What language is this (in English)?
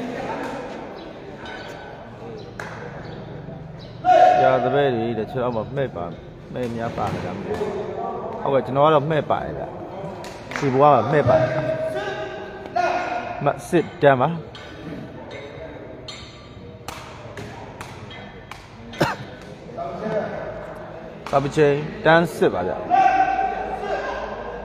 Burmese